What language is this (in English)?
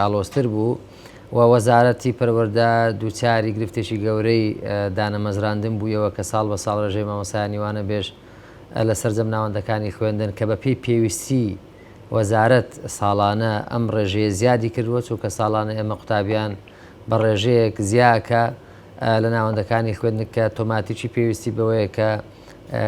Central Kurdish